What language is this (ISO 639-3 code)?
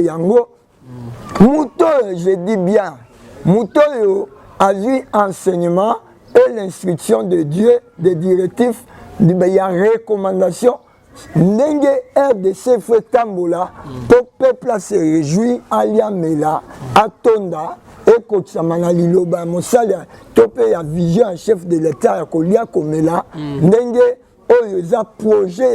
lin